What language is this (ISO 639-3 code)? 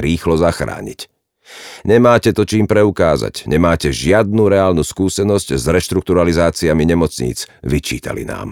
slk